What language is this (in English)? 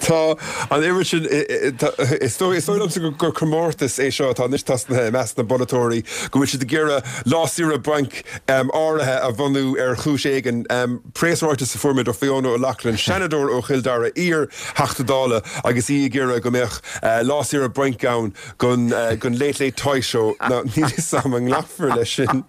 Irish